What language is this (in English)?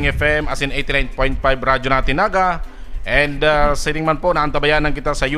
Bikol